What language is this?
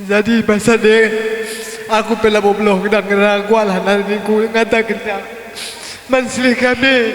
Batak Karo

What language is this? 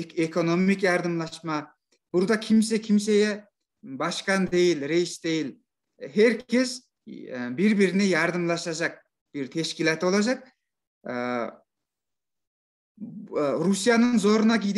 Turkish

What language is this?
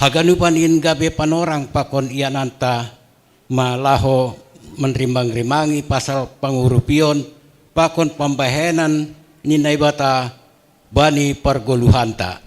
Batak Simalungun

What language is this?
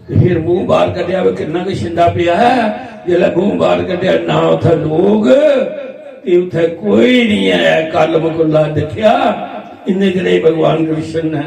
Dogri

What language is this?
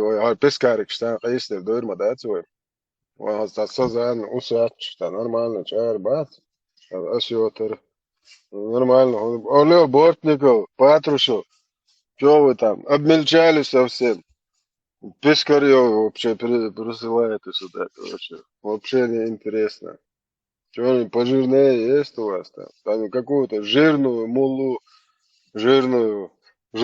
Chechen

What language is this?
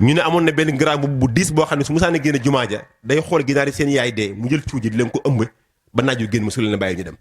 Wolof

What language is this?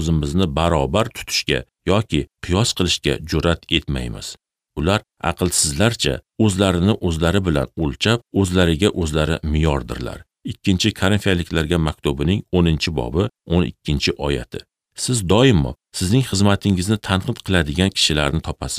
Uzbek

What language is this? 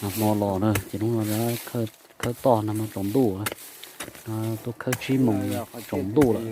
Hmong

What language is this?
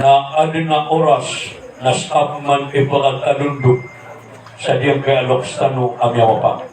Maranao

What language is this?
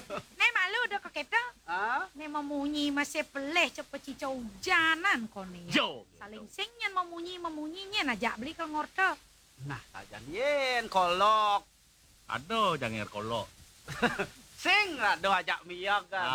Balinese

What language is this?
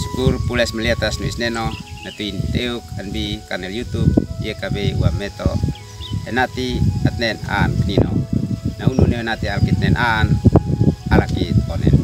Uab Meto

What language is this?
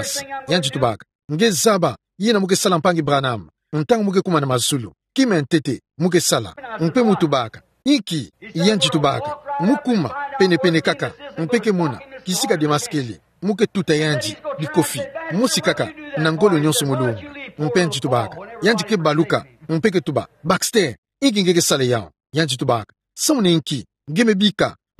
Kituba (Democratic Republic of Congo)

